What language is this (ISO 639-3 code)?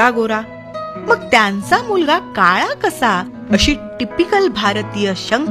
mar